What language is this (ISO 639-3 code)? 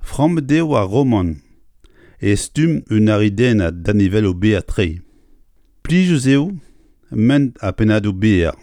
bre